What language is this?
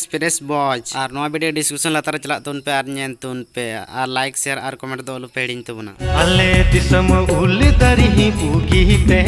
Santali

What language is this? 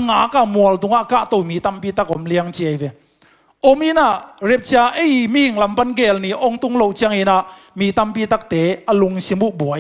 Tedim Chin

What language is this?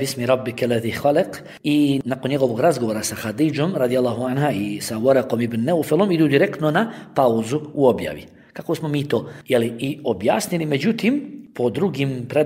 Bosnian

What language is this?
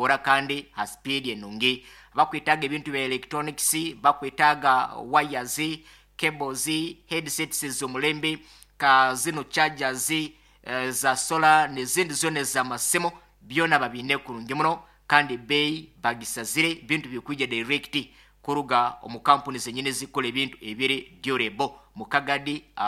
Nyankole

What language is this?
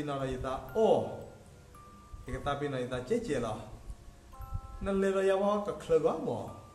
S'gaw Karen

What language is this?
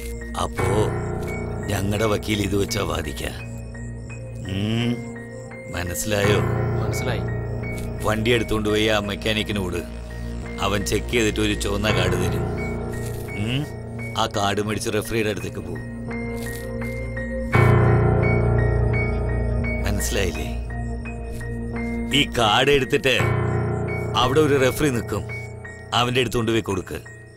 Malayalam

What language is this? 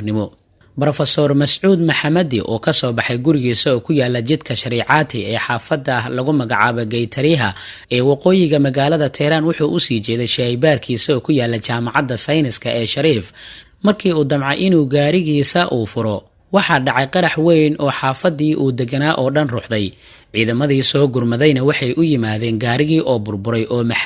Somali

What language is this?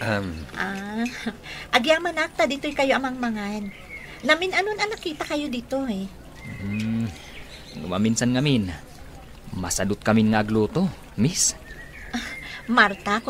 Iloko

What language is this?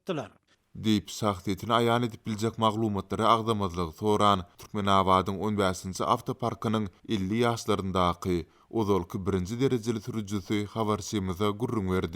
Turkmen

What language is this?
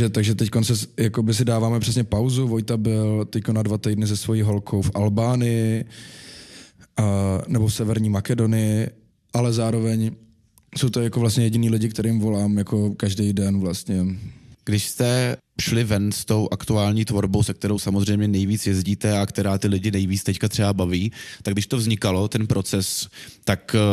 Czech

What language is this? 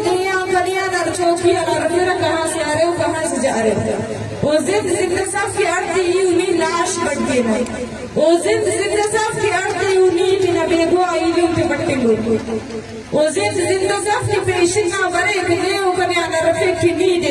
Eastern Balochi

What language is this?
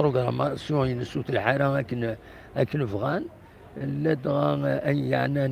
Kabyle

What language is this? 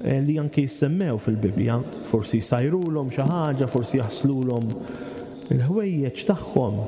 Maltese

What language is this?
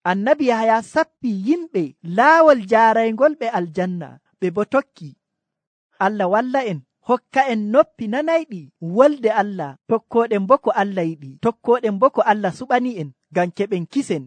Nigerian Fulfulde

